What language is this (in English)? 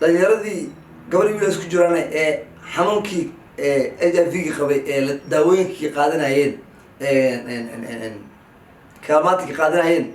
Somali